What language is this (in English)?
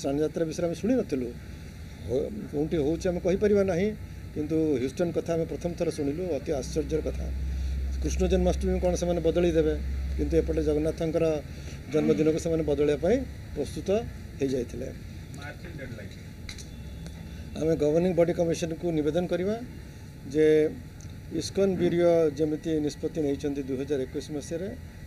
Odia